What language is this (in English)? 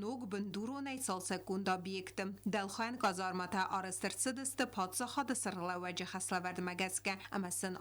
Ossetic